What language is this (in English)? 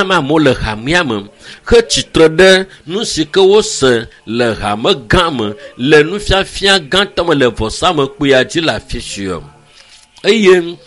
Ewe